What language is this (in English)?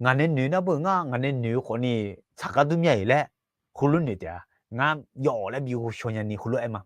Akha